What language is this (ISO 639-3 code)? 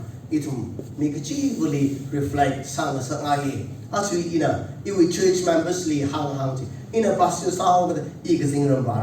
nmf